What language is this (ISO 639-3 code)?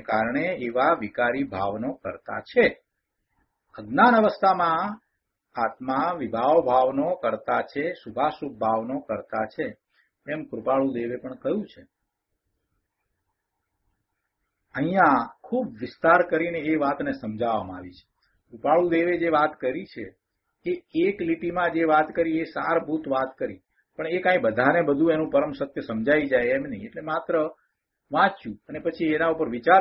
guj